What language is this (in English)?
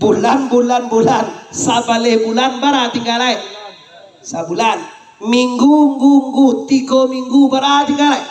Minangkabau